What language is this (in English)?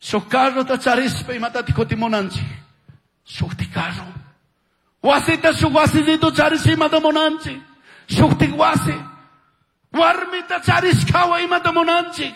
Chimborazo Highland Quichua